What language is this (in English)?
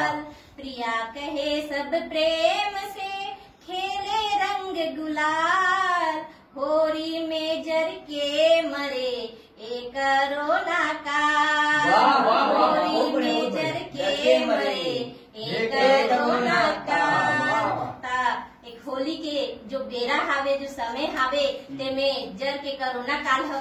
Chhattisgarhi